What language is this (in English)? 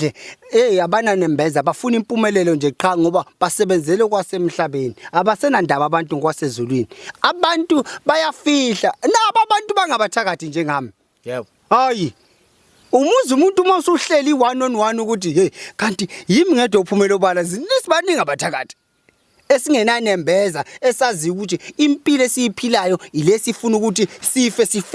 Zulu